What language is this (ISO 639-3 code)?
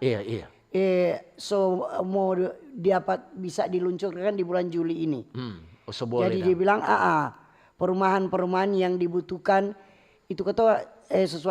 xmm